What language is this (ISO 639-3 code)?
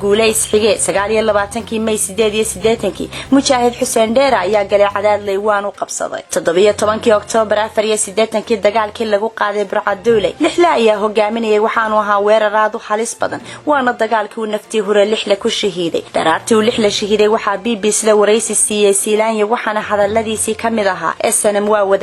som